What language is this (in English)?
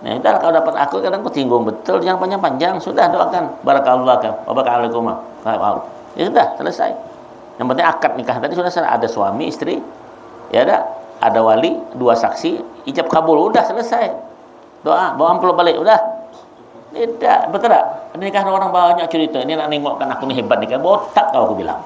Banjar